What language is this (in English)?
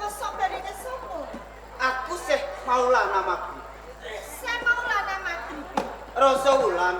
Javanese